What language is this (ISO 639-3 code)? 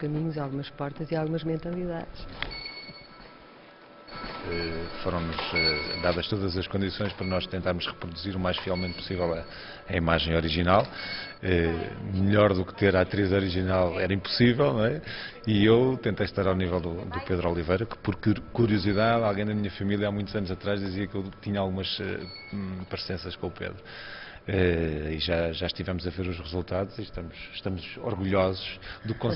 por